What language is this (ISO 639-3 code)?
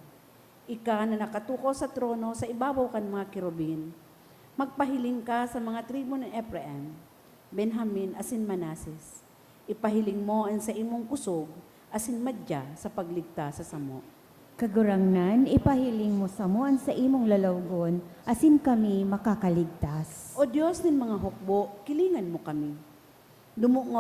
bik